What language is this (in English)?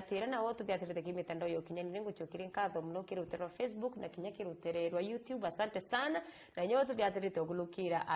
Meru